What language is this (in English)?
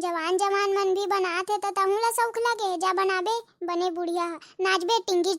Chhattisgarhi